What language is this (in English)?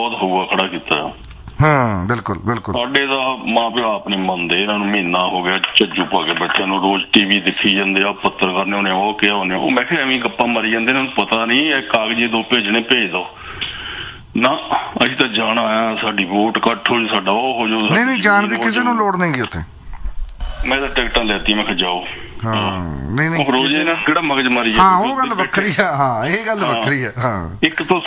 Punjabi